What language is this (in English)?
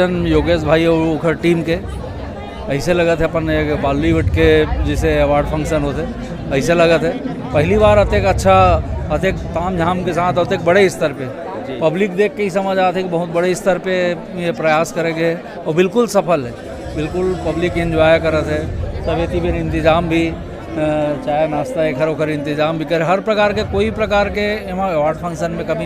Chhattisgarhi